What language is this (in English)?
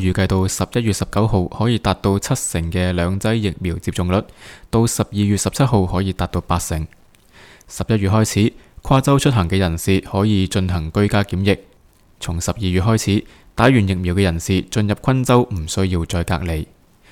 Cantonese